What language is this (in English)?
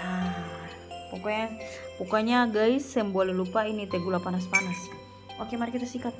Ambonese Malay